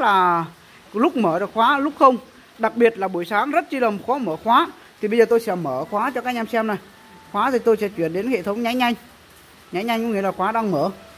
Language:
Vietnamese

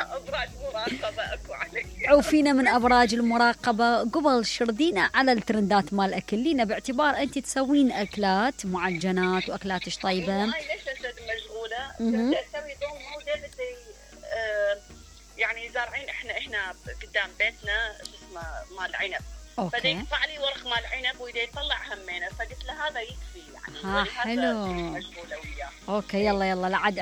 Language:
Mesopotamian Arabic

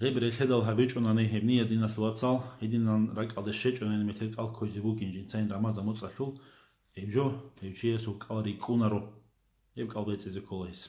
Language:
Avaric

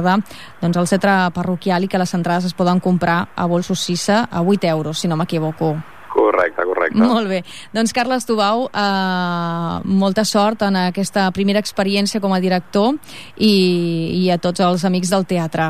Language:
Catalan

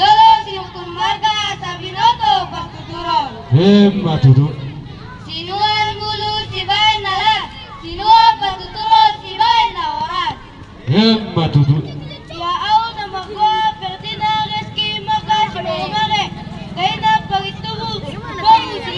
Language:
Batak Toba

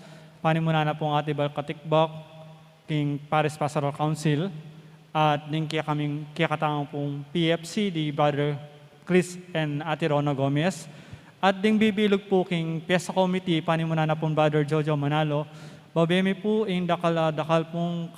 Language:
Pampanga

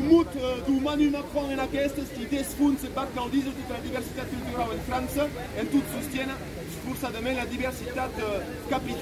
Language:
Occitan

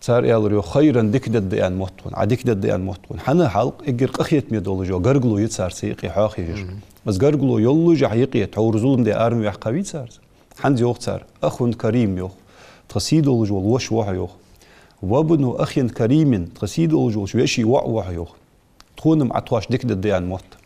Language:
Ingush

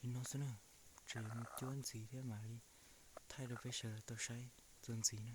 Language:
Hmong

